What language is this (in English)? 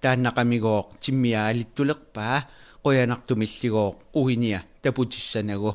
Kalaallisut